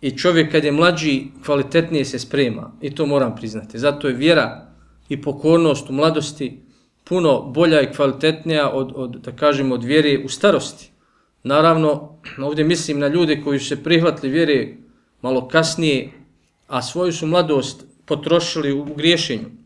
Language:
Bosnian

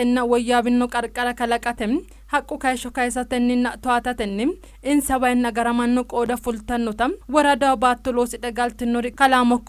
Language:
Sidamo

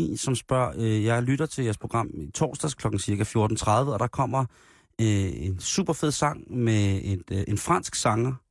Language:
Danish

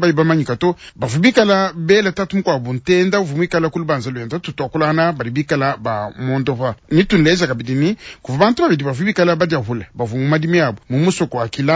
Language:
Luba-Lulua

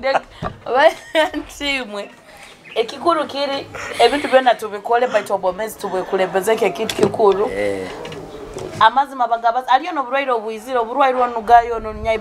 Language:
Nyoro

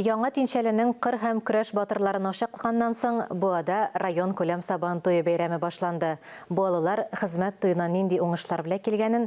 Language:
Tatar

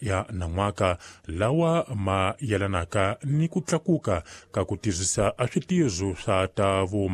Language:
Tsonga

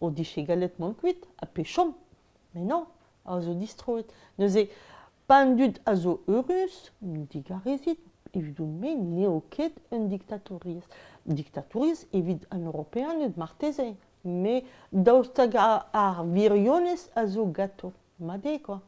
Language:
Breton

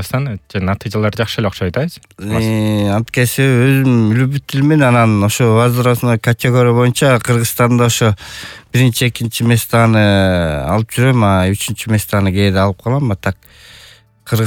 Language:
Kyrgyz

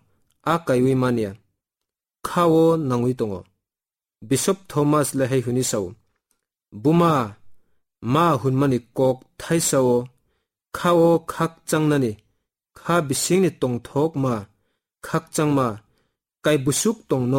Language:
Kok Borok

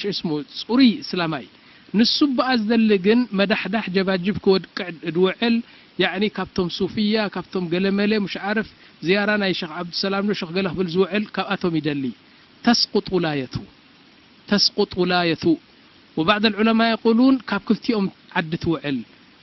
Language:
Tigrinya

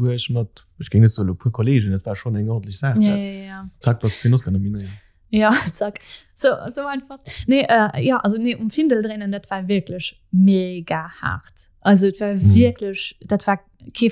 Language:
Luxembourgish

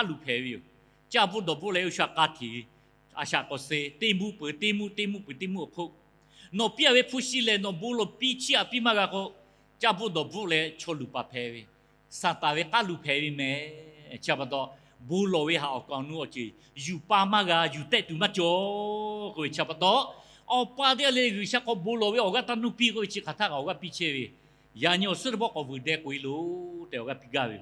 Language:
Lahu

